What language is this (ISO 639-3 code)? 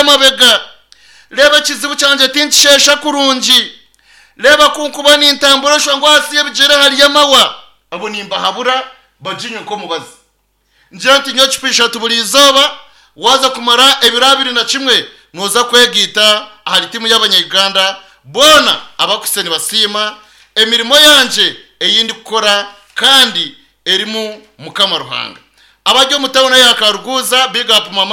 nyn